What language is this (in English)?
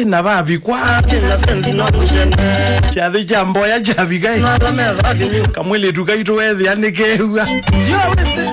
Kamba